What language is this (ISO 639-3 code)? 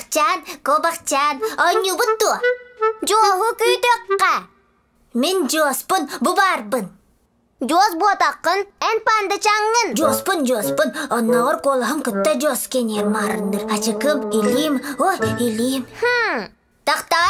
sah